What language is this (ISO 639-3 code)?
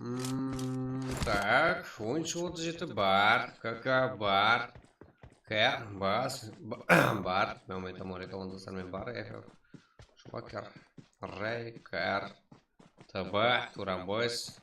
kaa